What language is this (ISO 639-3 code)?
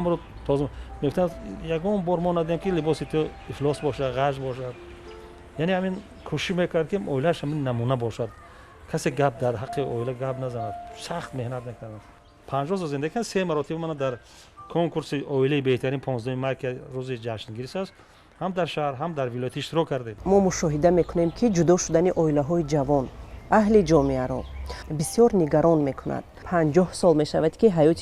tgk